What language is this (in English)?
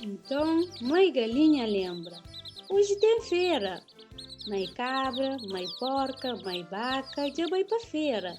Kabuverdianu